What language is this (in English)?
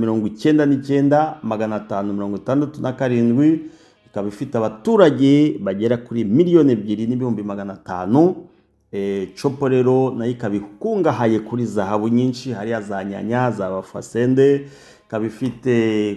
Kinyarwanda